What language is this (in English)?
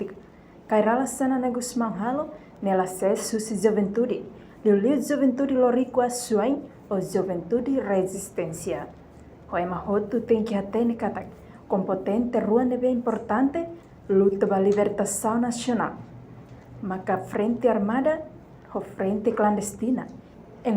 Tetum